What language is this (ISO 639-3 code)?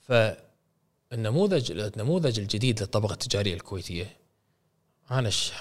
afb